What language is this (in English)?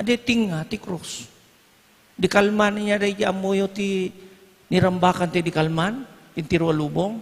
Iloko